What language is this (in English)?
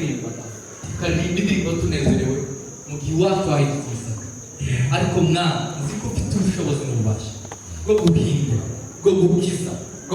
Kinyarwanda